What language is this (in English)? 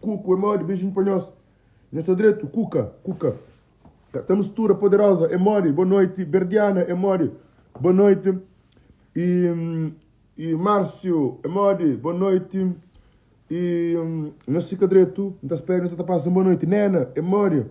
Kabuverdianu